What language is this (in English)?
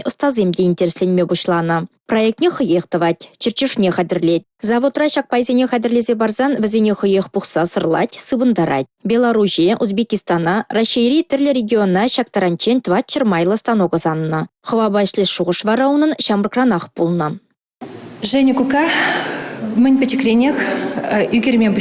Chuvash